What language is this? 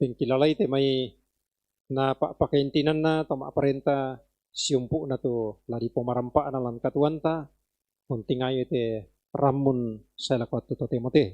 Toraja-Sa'dan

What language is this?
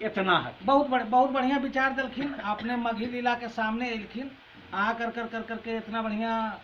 Magahi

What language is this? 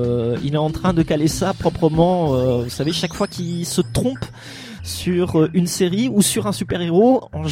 French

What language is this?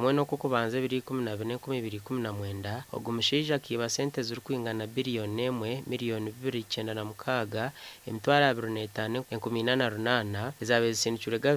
Nyankole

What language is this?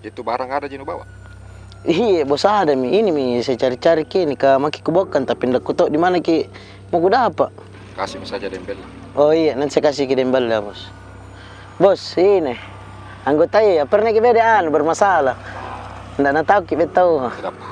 Makassar Malay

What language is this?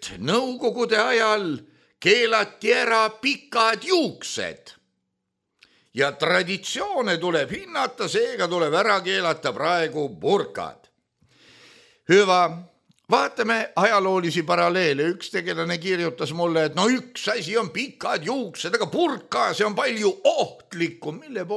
Estonian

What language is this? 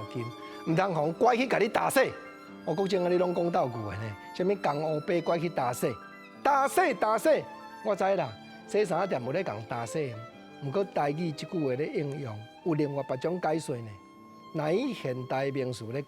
Min Nan Chinese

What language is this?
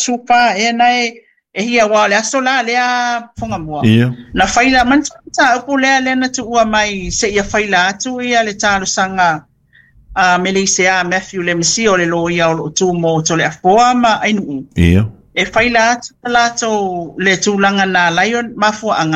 Samoan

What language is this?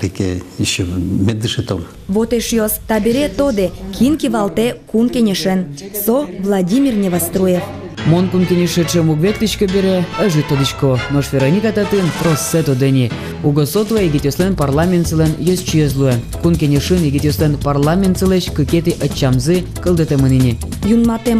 Udmurt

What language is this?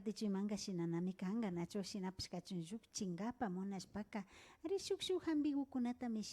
Imbabura Highland Quichua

